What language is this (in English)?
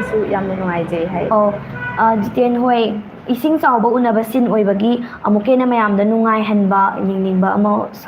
Manipuri